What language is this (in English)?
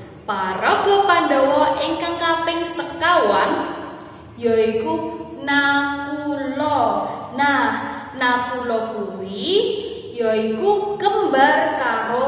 Javanese